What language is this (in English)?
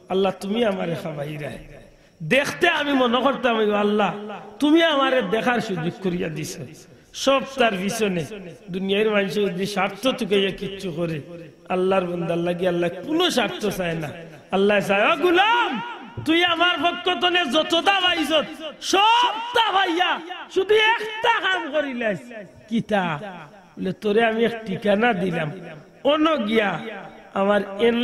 Sylheti